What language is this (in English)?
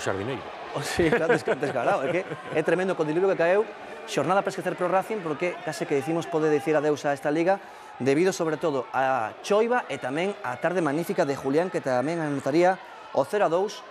Galician